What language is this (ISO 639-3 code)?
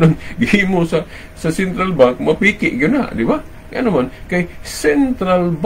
ceb